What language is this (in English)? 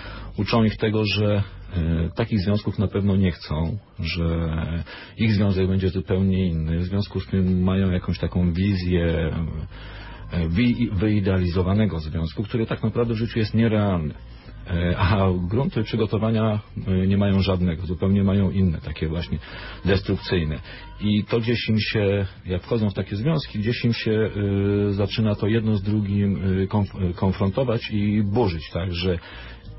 Polish